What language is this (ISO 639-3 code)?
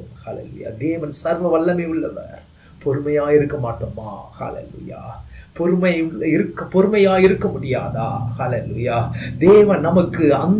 tam